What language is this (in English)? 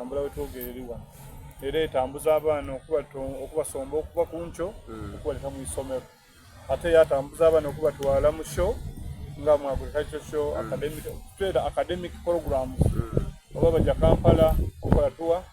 Soga